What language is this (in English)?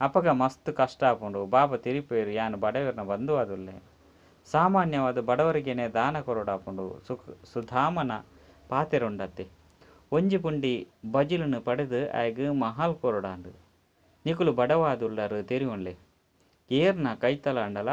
Tulu